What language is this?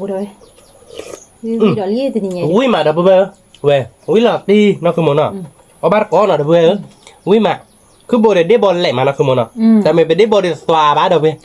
S'gaw Karen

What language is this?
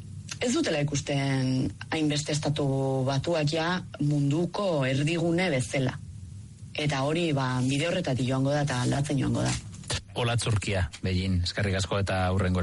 Basque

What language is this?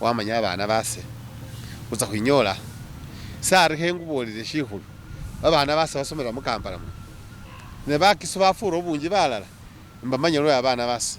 Masaaba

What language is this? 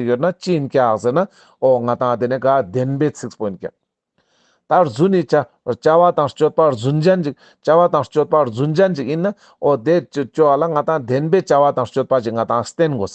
Ladakhi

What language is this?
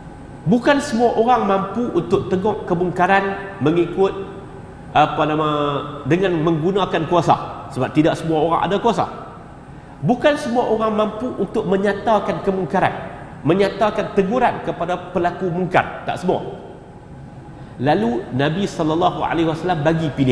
Malay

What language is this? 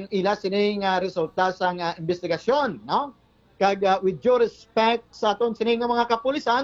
Hiligaynon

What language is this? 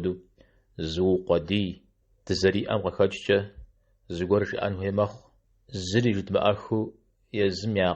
Kabardian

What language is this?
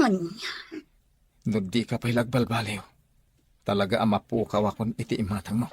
Iloko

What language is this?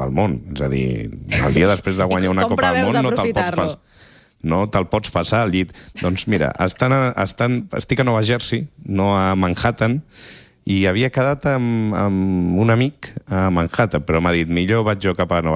Catalan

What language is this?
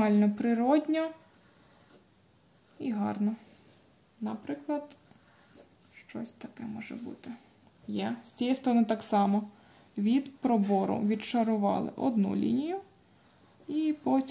Ukrainian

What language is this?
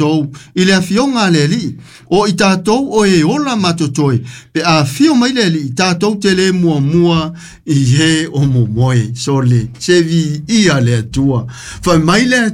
Samoan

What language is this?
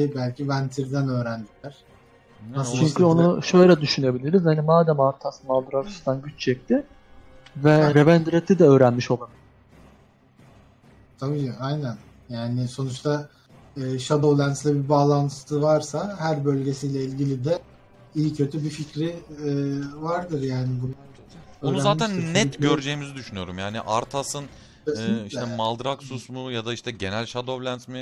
Turkish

